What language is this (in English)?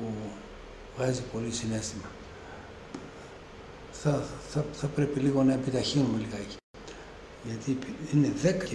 Greek